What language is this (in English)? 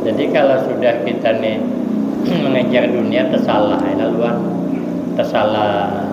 Banjar